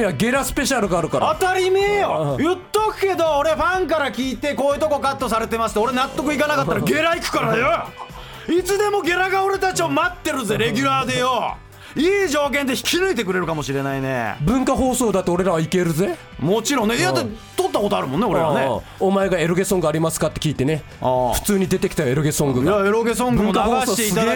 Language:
Japanese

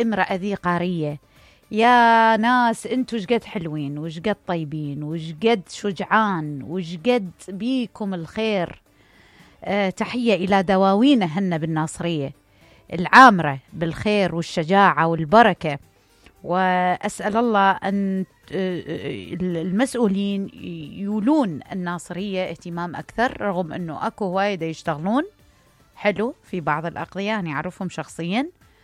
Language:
Mesopotamian Arabic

